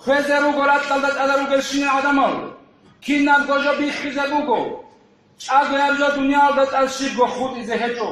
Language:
Avaric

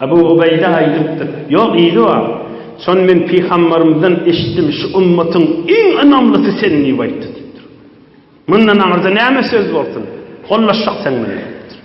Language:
Turkmen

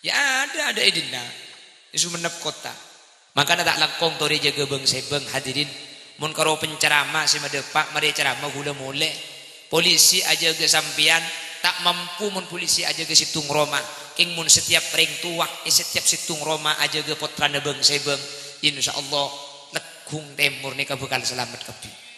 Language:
Madurese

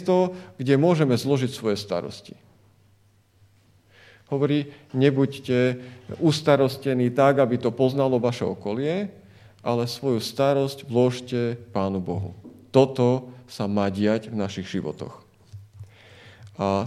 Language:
Slovak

